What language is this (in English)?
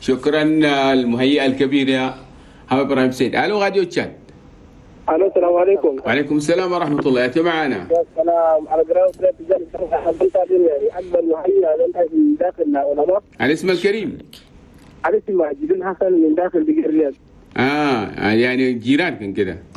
Chadian Arabic